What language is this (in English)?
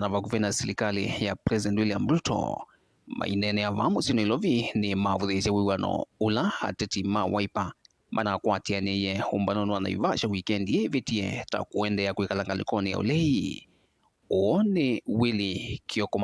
Kamba